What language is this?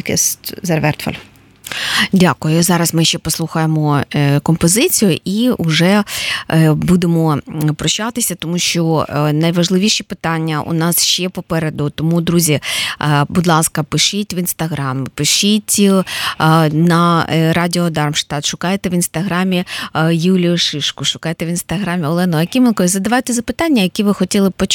Ukrainian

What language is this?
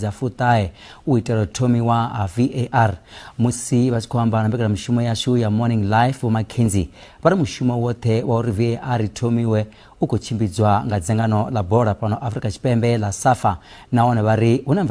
Venda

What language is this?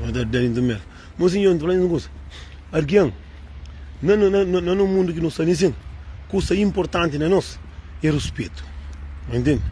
Kabuverdianu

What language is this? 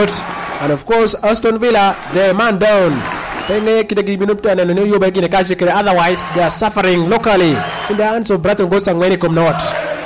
Lango (Uganda)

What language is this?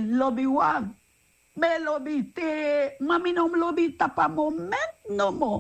Sranan Tongo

